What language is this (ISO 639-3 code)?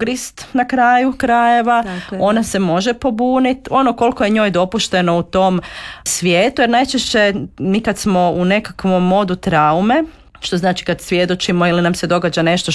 hrv